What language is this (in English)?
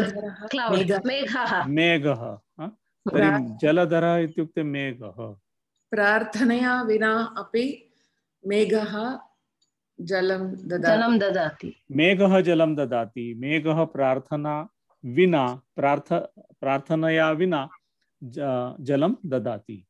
Sanskrit